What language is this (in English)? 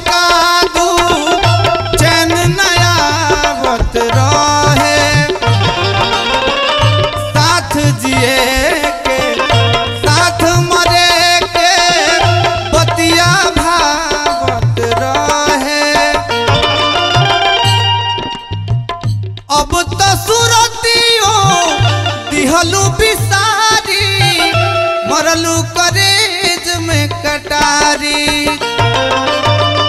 Bhojpuri